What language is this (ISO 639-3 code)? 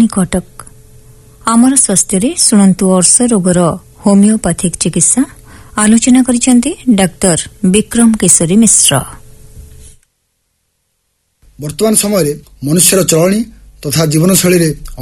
ori